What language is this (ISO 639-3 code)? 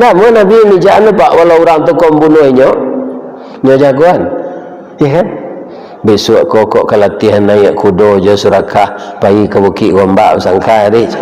min